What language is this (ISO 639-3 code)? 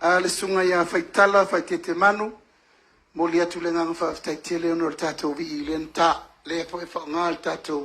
smo